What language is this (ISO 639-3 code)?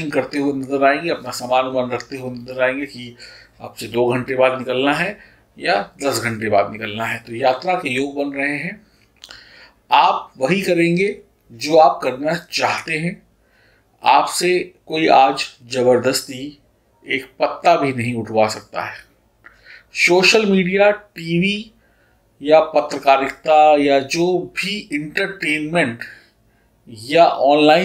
hin